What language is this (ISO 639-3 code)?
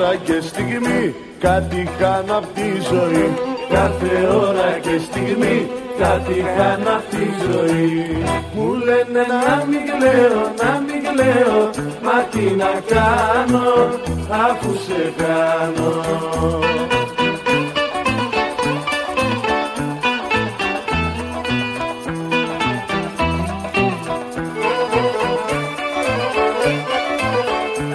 ell